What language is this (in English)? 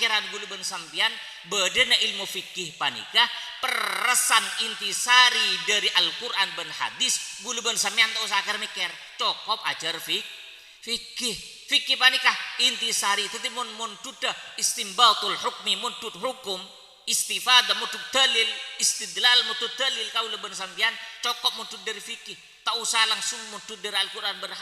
Madurese